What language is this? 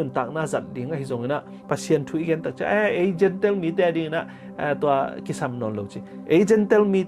Tedim Chin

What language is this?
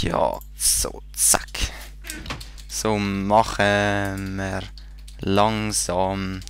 Swiss German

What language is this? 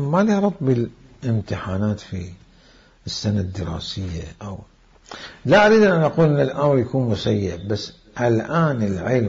Mesopotamian Arabic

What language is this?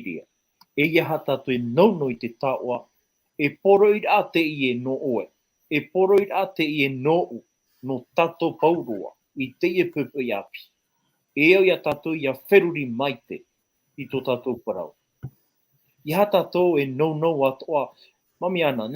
Tahitian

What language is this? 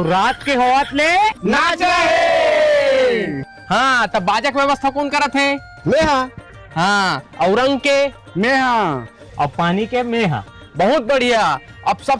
Chhattisgarhi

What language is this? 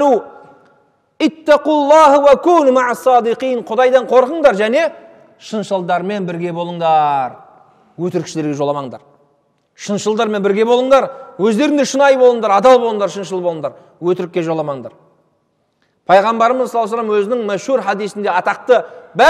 Kazakh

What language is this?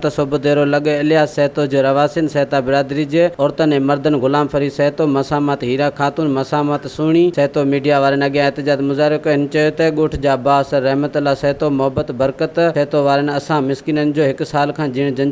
Sindhi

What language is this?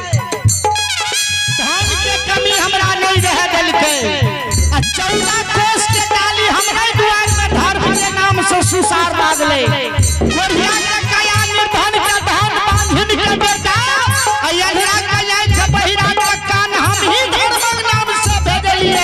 Maithili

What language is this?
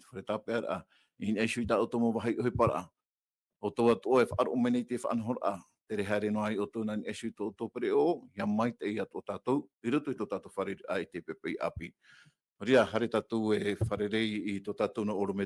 Tahitian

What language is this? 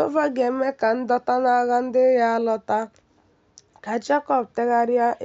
Igbo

